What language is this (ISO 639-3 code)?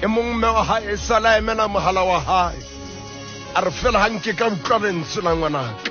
sot